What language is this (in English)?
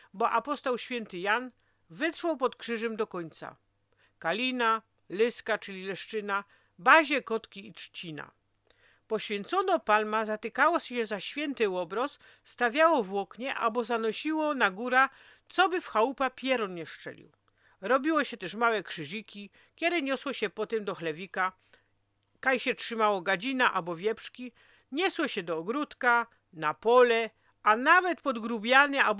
Silesian